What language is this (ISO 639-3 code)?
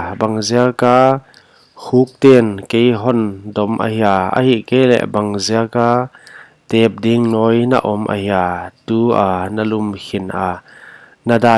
pck